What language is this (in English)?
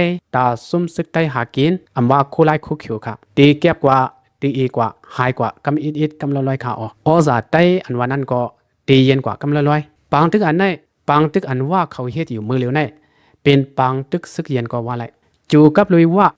Shan